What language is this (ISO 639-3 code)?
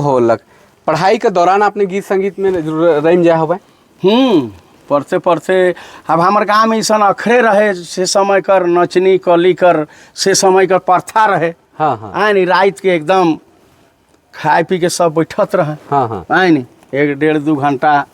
sck